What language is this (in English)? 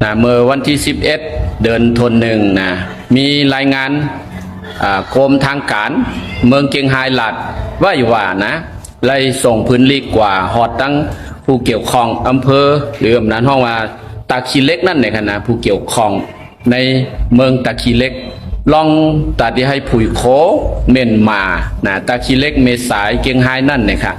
Shan